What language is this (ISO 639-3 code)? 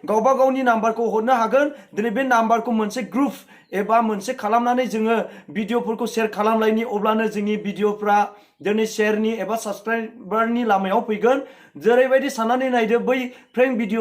brx